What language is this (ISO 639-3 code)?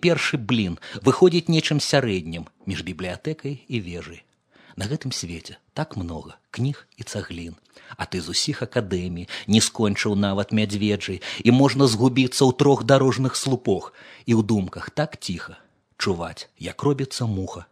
bel